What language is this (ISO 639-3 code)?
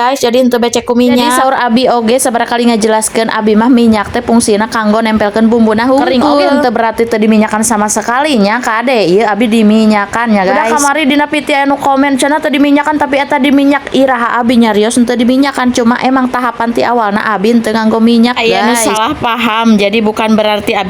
sun